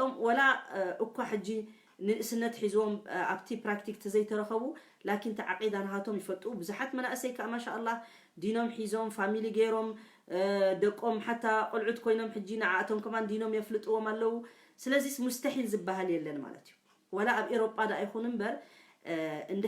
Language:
Tigrinya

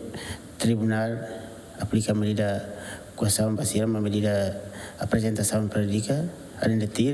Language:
Tetum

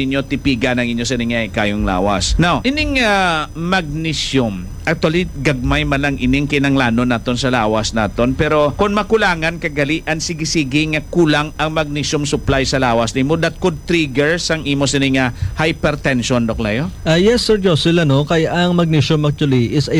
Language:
Hiligaynon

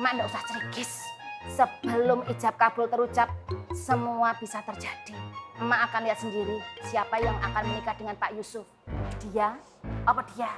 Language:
Betawi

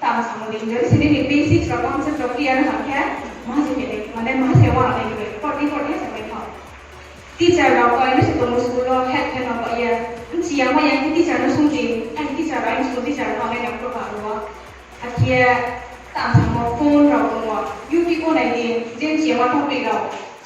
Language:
Riang (India)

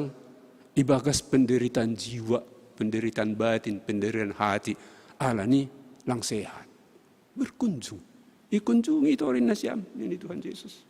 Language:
Batak Simalungun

